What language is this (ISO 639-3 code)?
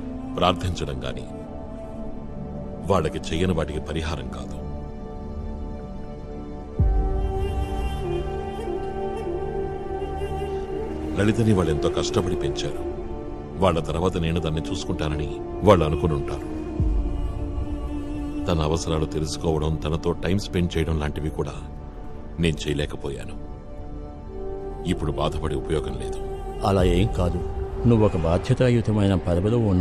tel